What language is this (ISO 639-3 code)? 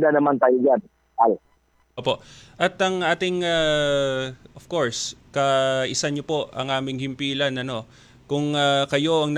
fil